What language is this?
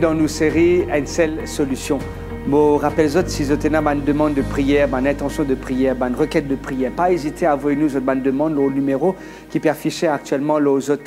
Morisyen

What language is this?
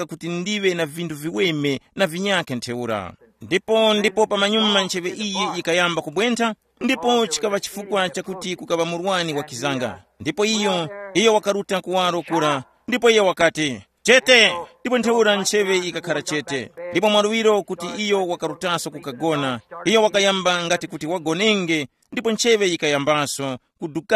Tumbuka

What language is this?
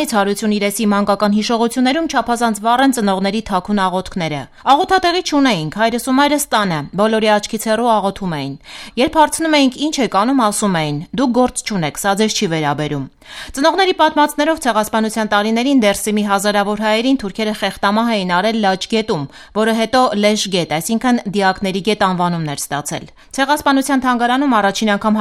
Armenian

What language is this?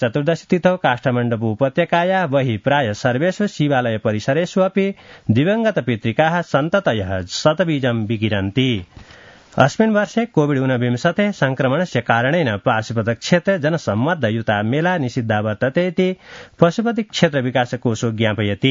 Sanskrit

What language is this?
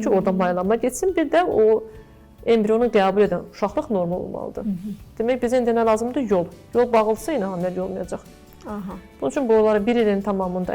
Azerbaijani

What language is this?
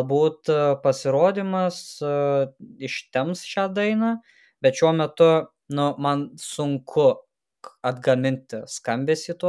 Lithuanian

